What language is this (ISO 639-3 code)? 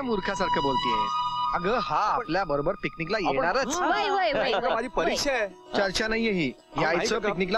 mar